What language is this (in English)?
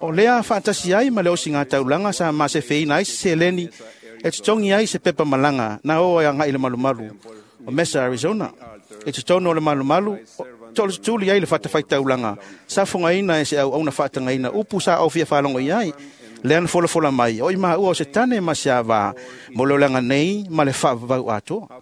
Samoan